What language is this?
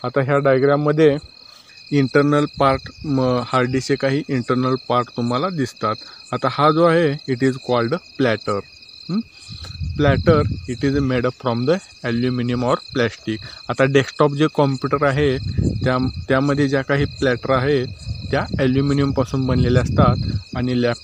Marathi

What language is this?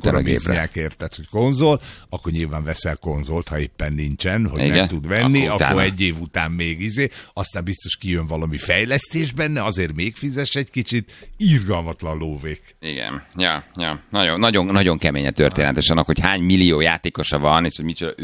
Hungarian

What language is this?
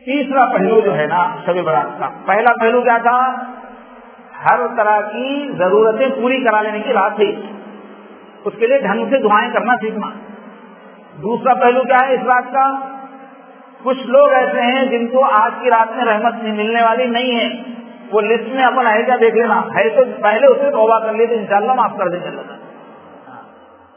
Urdu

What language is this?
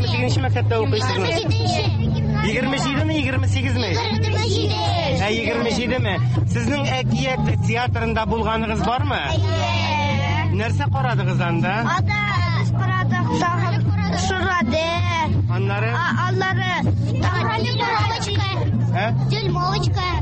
Tatar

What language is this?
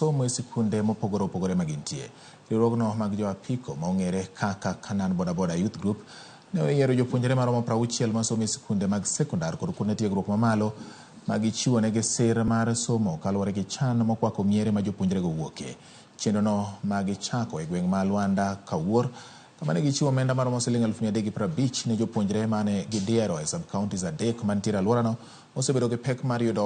Luo (Kenya and Tanzania)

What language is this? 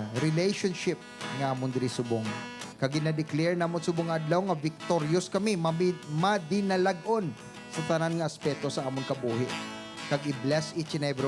Hiligaynon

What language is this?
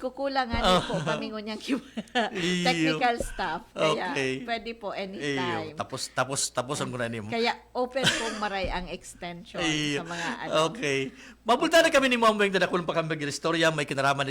Bikol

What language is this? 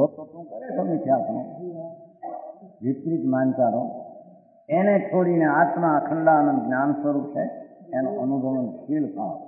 Gujarati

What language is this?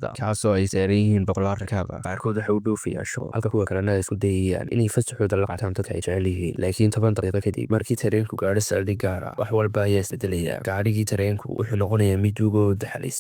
Somali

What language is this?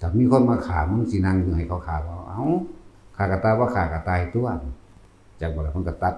Northeastern Thai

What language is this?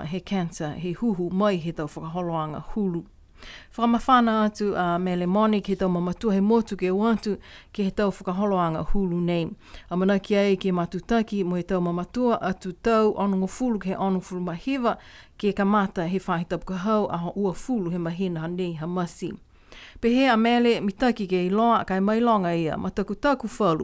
Niuean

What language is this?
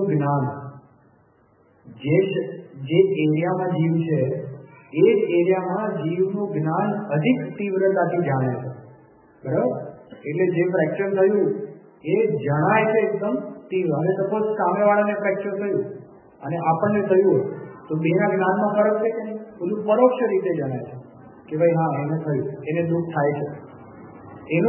Gujarati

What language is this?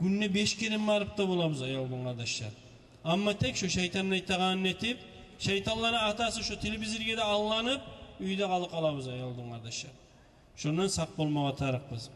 Kumyk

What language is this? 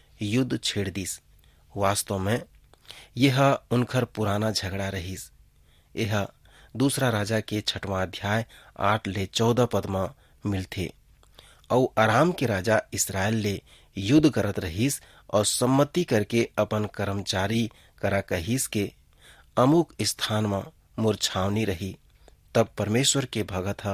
Chhattisgarhi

